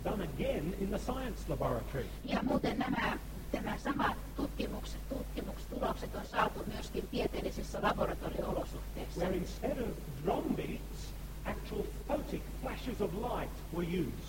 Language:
Finnish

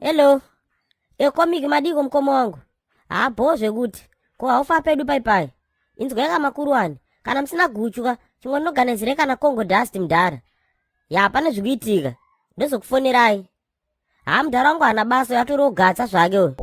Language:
Shona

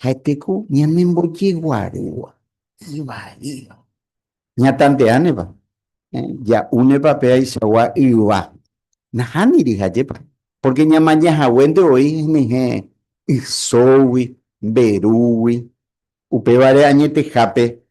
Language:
Guarani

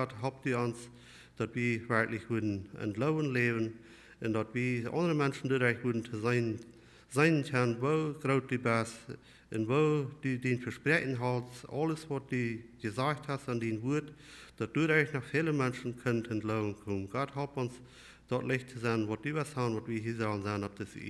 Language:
Plautdietsch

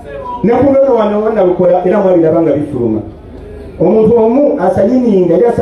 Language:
Ganda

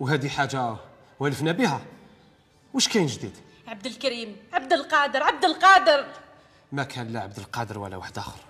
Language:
Algerian Arabic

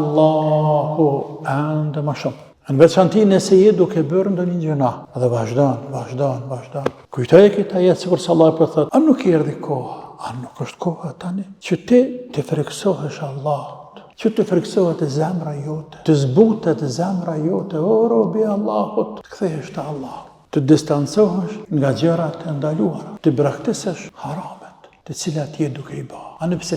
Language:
Albanian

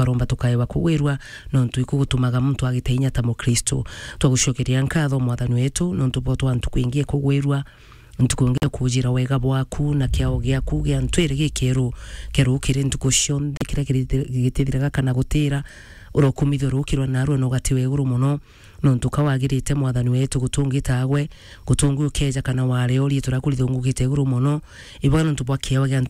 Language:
Meru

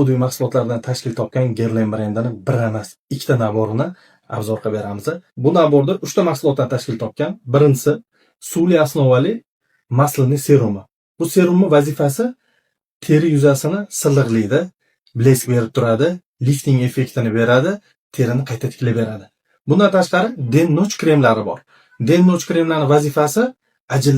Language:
Uzbek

